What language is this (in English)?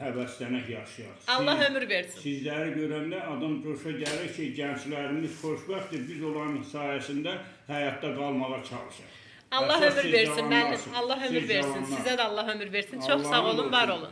Azerbaijani